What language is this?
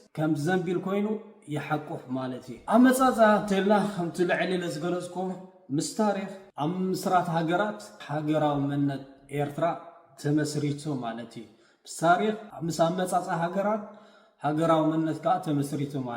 Tigrinya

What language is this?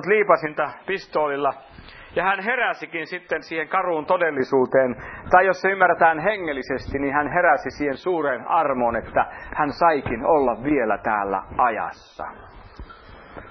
Finnish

